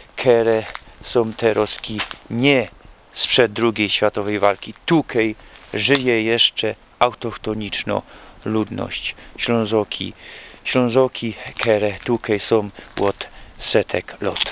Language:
Silesian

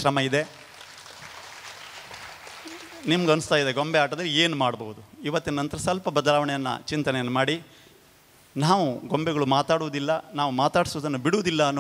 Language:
Kannada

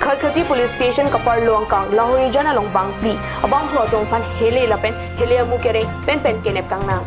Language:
Karbi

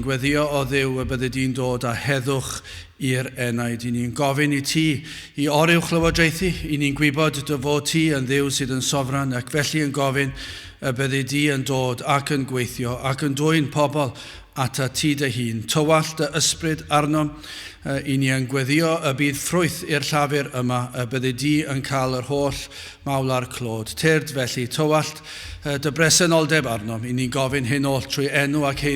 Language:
Welsh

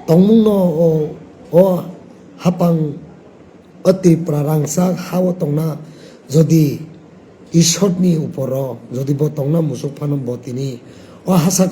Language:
Kok Borok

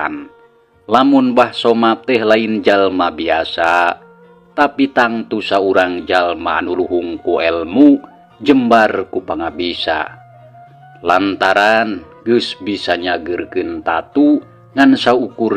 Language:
Sundanese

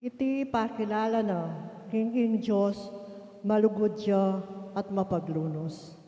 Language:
Pampanga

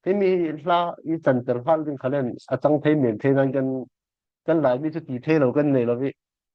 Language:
Falam Chin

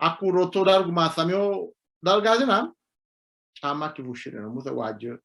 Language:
Sidamo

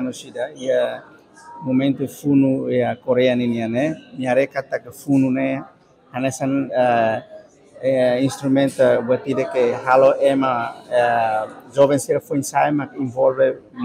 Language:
Tetum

